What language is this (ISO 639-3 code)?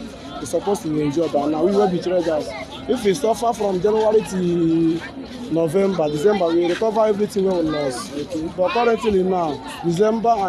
pcm